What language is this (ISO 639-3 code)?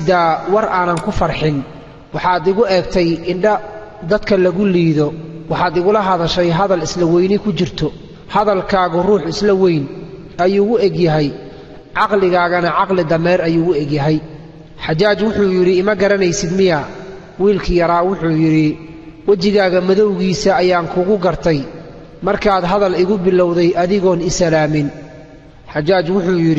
som